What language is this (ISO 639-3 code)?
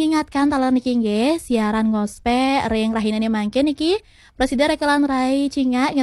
ban